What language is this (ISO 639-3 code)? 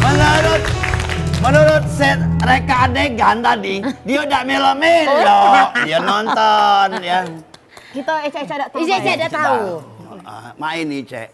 mui